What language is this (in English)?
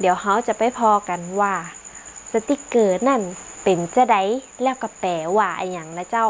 Northern Thai